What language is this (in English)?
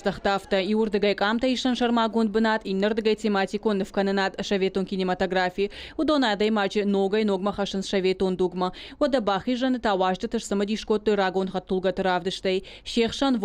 Ossetic